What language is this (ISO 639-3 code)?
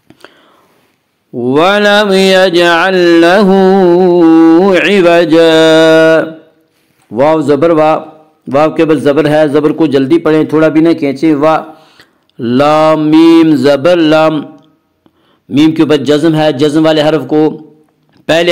urd